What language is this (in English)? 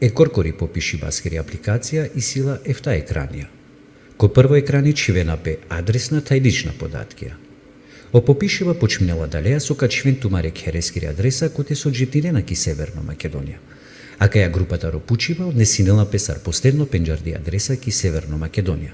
Balkan Romani